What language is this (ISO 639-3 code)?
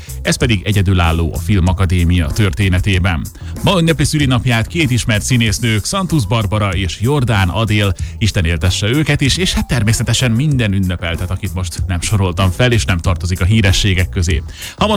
hun